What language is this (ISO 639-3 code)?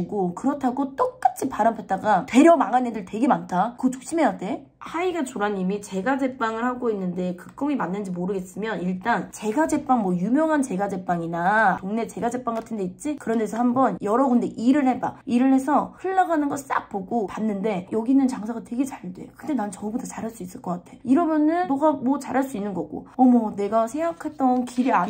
kor